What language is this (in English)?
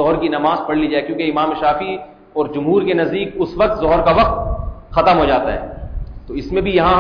Urdu